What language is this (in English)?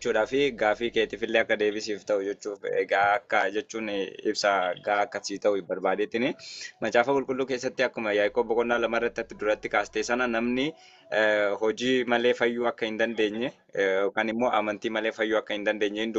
Oromo